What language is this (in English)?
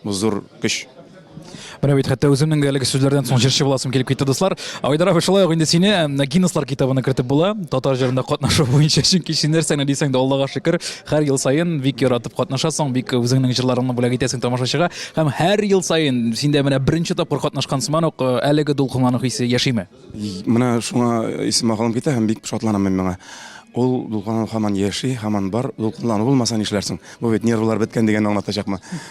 Tatar